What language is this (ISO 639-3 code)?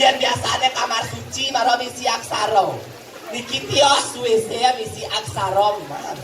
ban